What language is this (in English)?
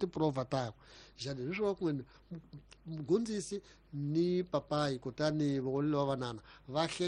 Tsonga